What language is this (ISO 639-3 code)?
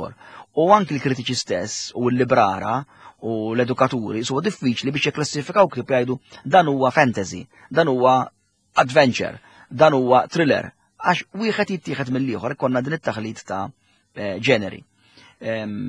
mlt